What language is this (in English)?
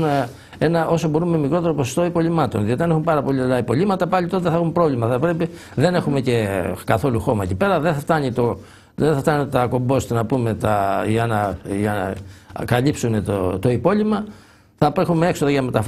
Greek